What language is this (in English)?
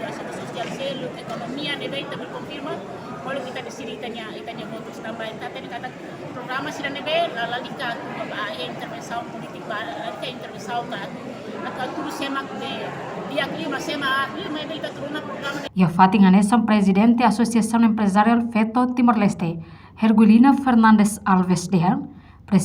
Tetum